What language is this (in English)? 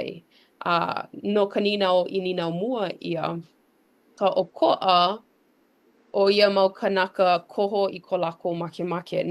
Hawaiian